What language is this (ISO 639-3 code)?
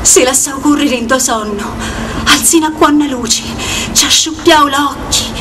scn